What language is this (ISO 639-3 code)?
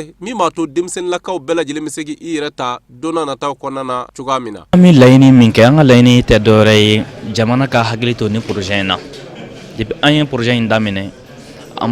bam